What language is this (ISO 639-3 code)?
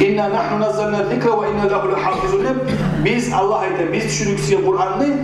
kum